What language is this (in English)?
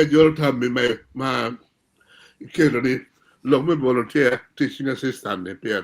Acoli